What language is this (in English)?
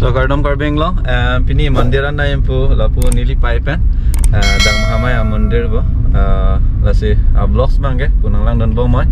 Karbi